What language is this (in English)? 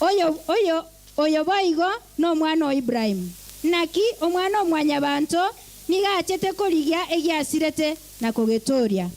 Gusii